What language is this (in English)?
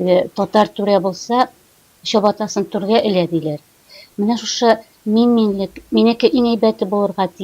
Tatar